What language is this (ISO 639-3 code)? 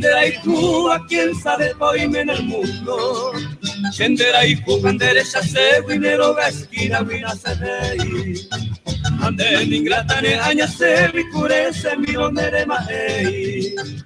grn